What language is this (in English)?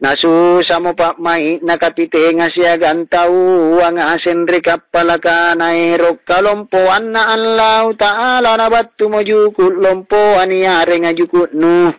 Makasar